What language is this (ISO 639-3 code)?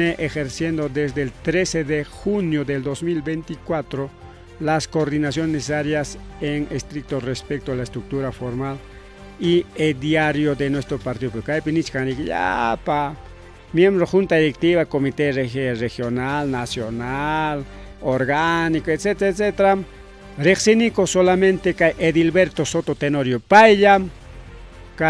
quy